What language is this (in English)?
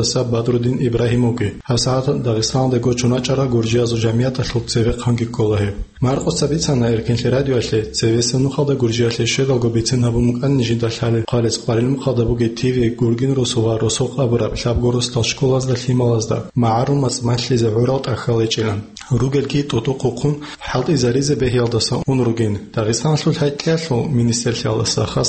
Avaric